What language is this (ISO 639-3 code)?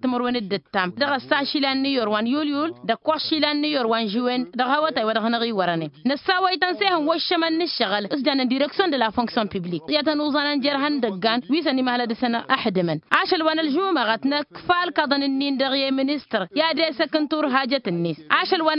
taq